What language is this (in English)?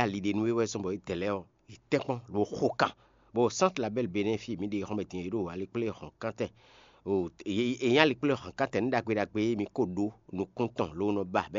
Fon